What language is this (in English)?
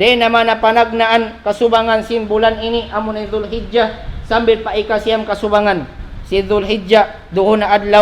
Tausug